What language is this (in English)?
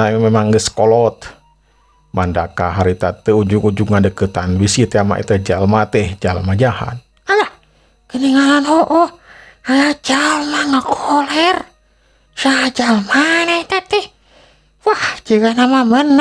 Sundanese